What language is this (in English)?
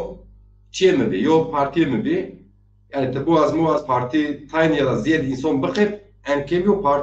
Zaza